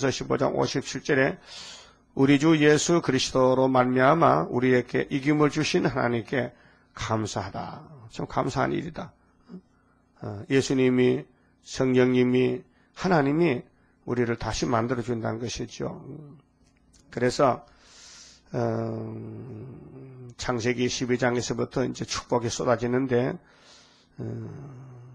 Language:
Korean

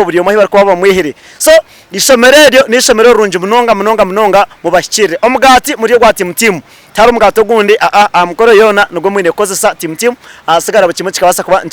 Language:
Nyankole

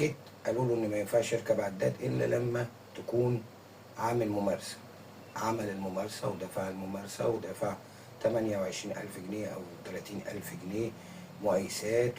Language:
Egyptian Arabic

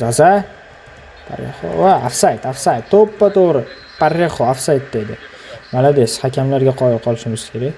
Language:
Uzbek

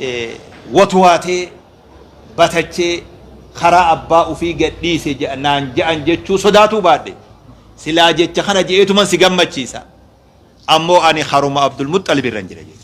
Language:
Oromo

